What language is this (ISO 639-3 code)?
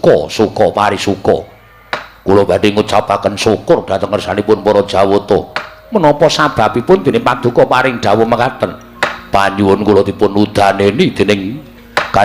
jav